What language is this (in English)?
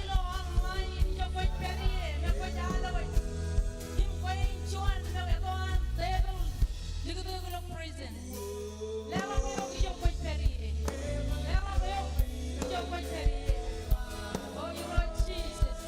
Marshallese